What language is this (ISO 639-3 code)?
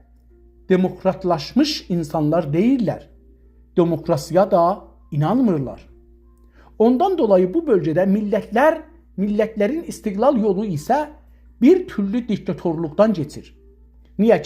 azb